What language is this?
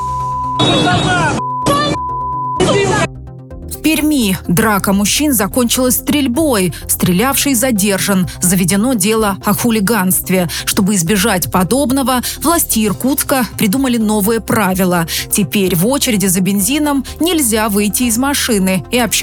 Russian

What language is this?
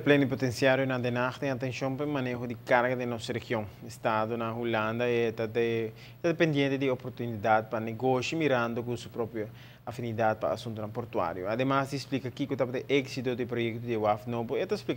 Papiamento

